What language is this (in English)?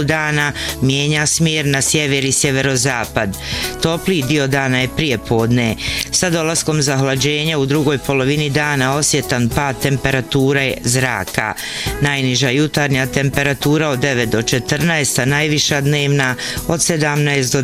Bosnian